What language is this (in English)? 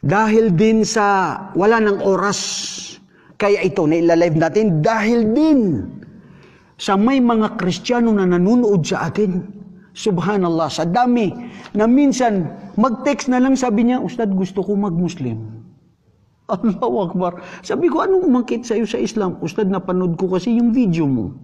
Maranao